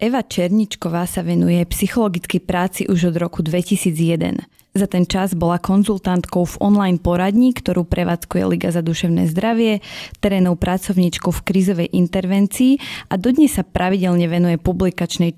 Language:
Slovak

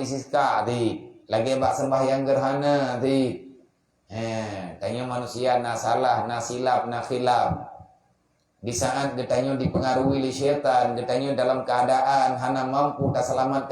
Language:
Achinese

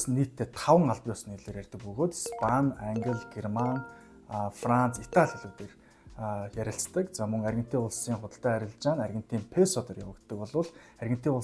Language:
Mongolian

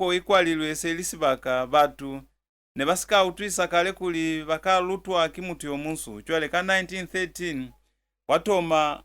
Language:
Lozi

